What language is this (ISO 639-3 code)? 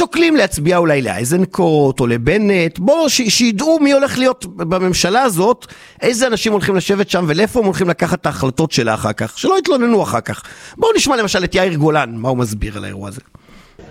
heb